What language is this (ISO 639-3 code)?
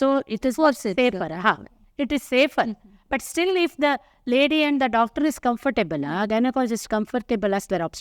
kok